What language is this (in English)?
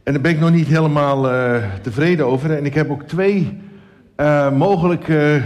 Dutch